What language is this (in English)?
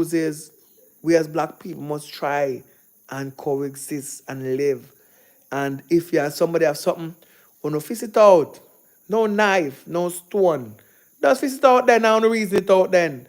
Jamaican Creole English